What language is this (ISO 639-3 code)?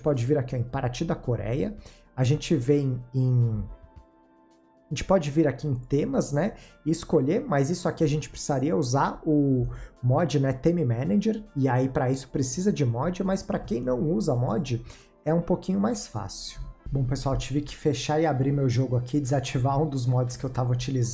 por